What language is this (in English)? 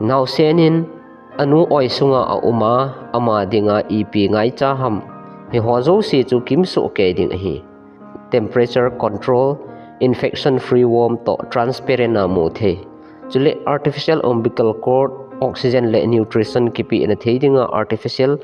Thado Chin